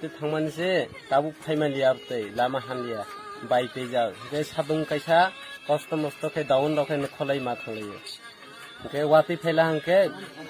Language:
Kok Borok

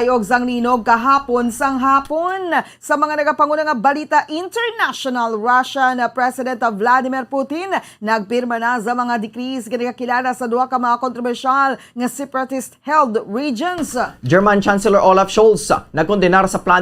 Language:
Hiligaynon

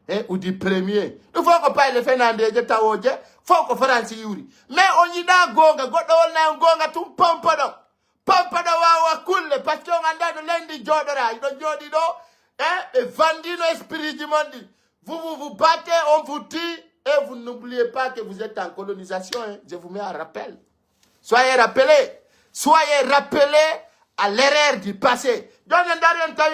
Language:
Fula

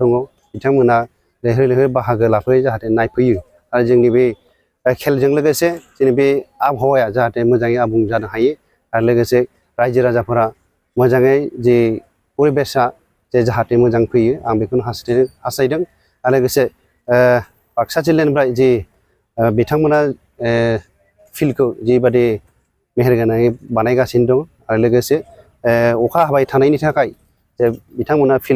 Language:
Bodo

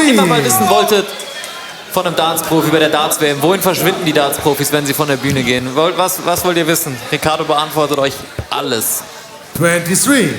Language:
Swiss German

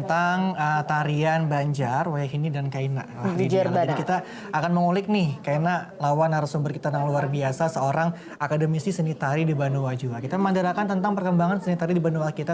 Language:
Banjar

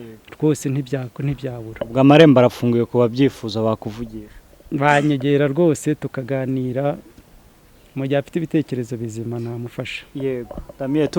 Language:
Kinyarwanda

